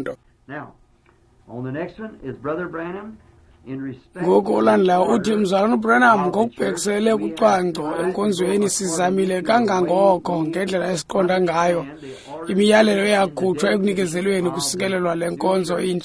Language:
Xhosa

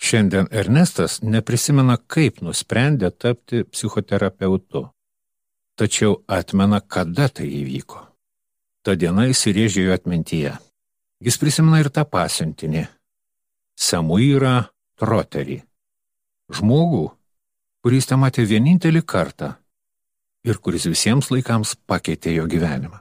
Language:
Lithuanian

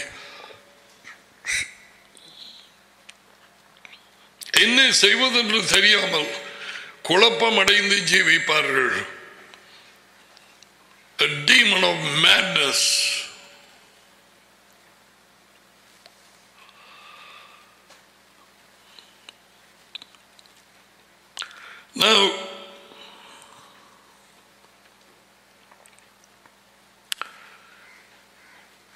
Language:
Tamil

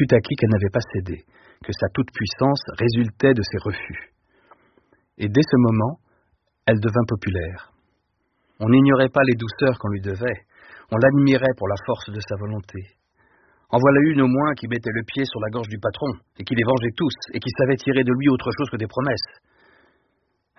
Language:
French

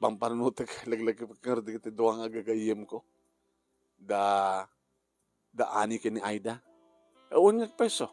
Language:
Iloko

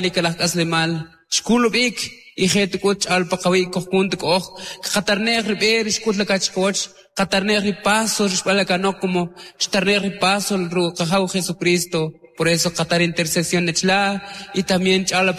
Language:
Kʼicheʼ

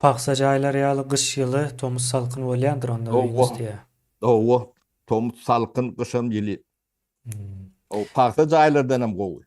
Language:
Turkmen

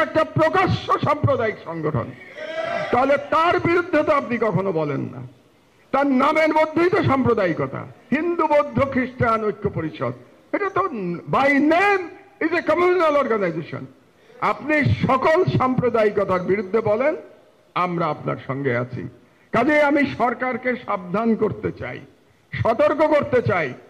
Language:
Bangla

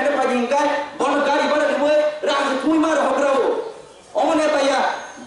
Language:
Kok Borok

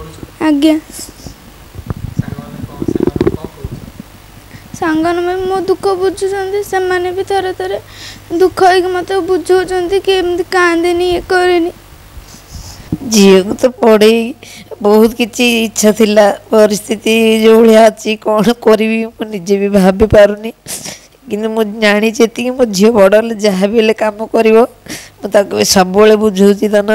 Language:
Odia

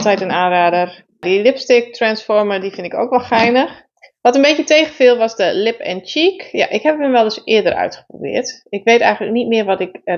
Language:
Dutch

